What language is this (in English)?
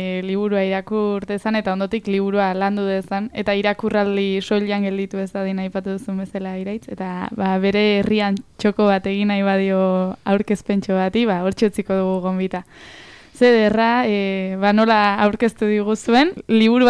Basque